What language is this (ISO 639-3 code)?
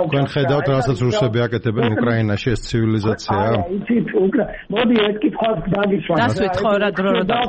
kat